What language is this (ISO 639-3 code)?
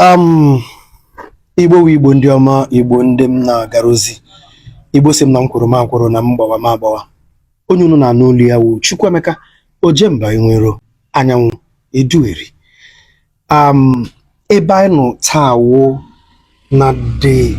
ibo